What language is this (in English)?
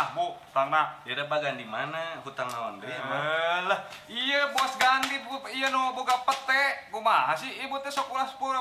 Sundanese